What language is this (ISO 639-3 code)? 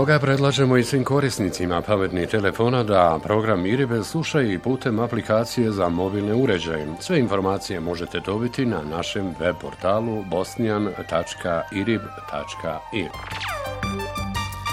bos